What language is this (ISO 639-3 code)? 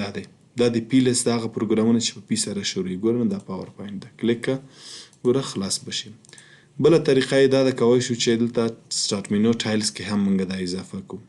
pus